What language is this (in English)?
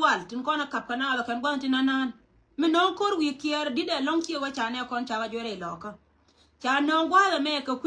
Nuer